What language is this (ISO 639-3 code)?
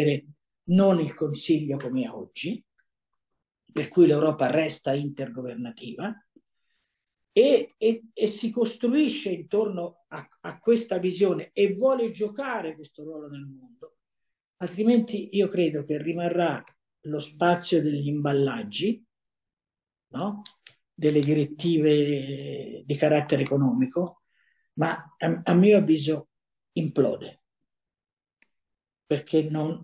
ita